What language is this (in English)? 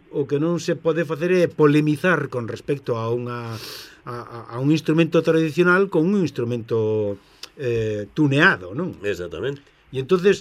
Galician